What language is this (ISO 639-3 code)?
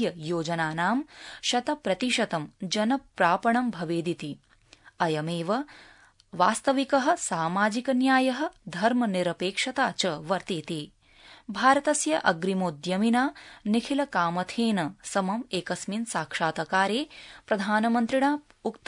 san